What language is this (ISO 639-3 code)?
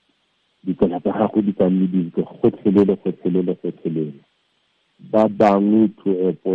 tsn